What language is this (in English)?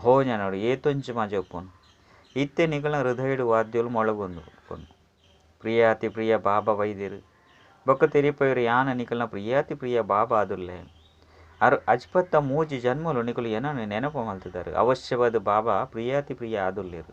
Tulu